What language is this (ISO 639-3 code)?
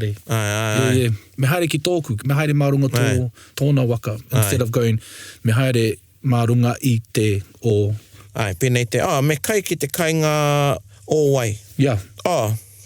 mri